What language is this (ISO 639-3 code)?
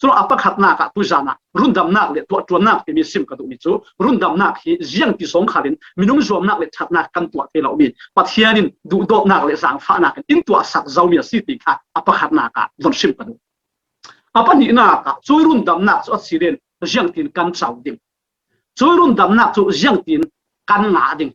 cfm